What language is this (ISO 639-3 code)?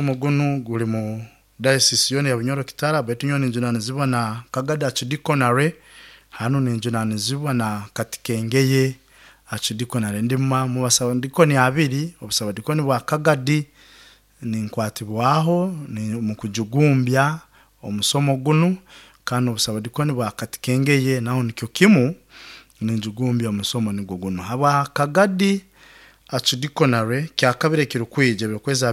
nyo